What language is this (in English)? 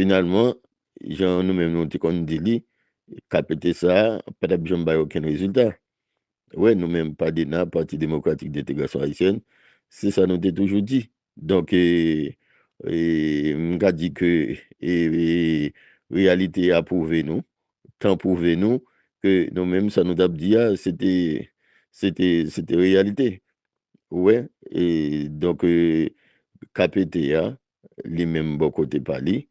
Haitian Creole